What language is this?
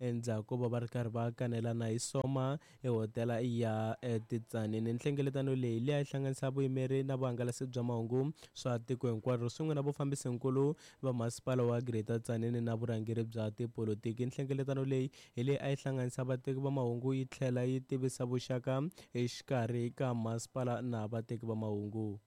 Tsonga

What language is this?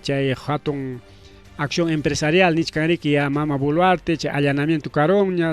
Ayacucho Quechua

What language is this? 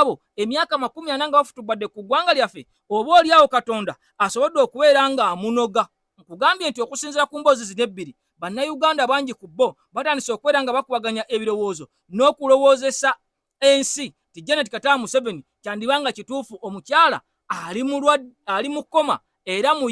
Ganda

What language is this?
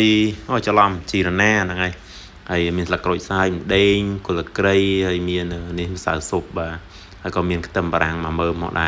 Khmer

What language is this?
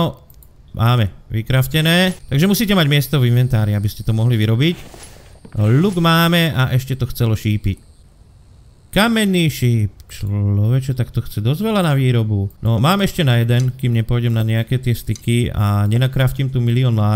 Slovak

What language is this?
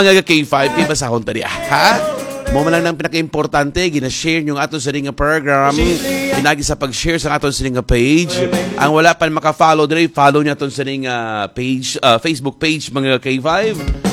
Hiligaynon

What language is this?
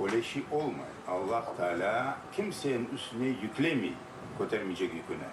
Crimean Tatar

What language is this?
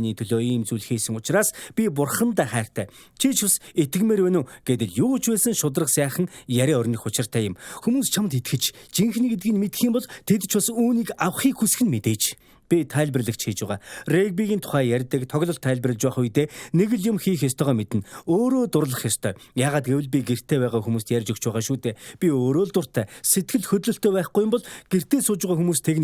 Mongolian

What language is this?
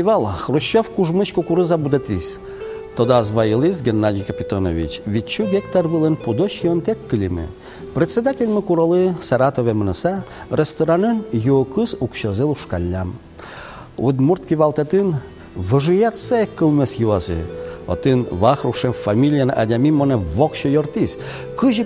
Udmurt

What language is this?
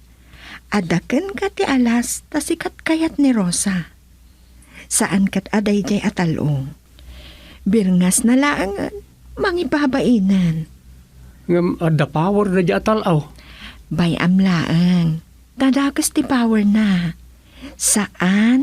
Iloko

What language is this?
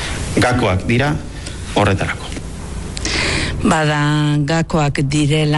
Basque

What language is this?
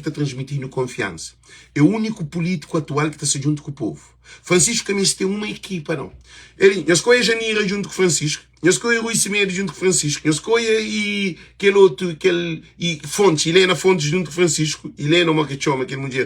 Kabuverdianu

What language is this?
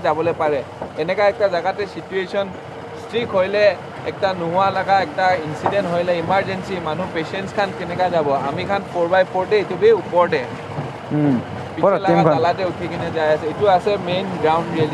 Naga Pidgin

